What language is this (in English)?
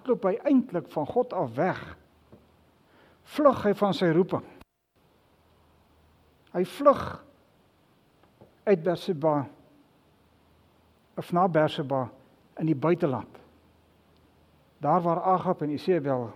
Afrikaans